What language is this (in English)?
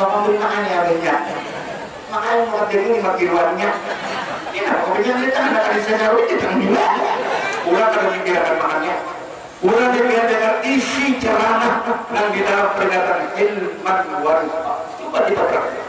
Banjar